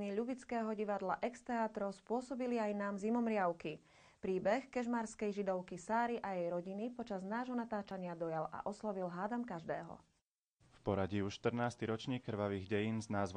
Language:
Slovak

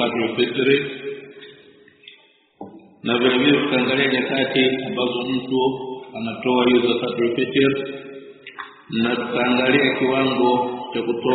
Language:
Swahili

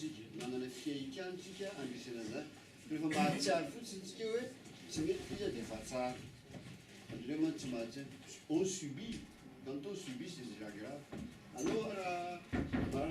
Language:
Malagasy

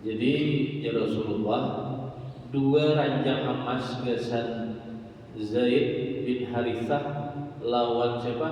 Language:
Banjar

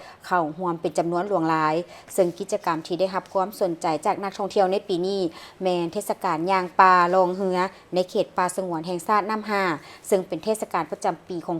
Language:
Lao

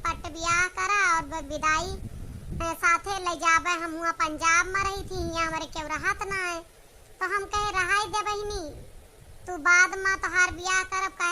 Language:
Awadhi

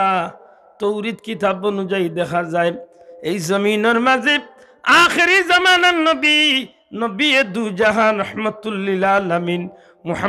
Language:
Sylheti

